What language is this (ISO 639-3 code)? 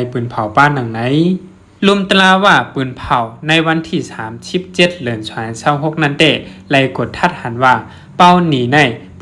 shn